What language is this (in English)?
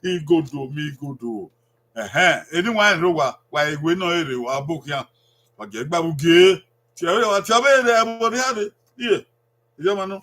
Bini